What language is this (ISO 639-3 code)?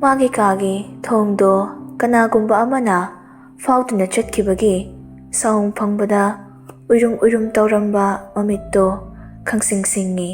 mni